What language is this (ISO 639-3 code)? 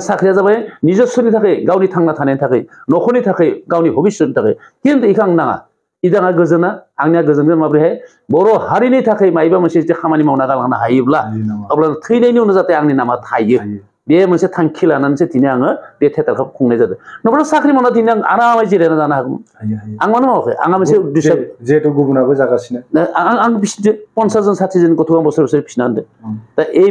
brx